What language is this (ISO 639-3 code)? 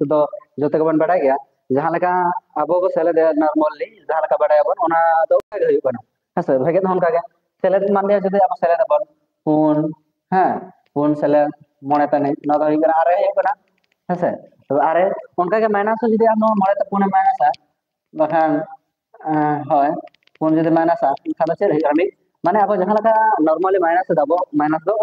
sat